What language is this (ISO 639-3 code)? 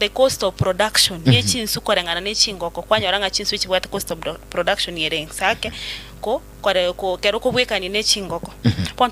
guz